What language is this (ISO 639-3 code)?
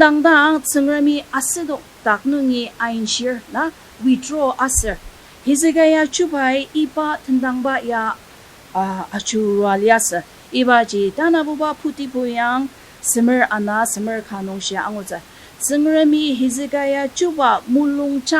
njo